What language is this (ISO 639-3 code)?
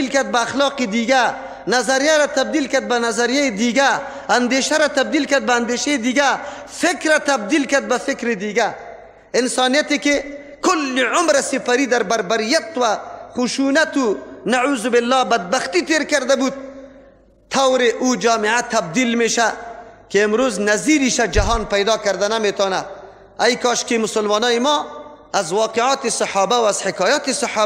fas